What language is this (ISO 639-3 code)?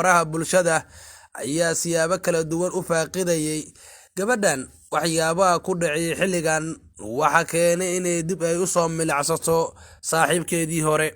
som